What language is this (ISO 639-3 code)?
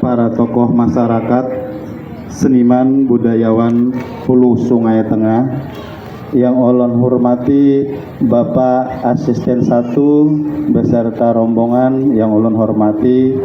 bjn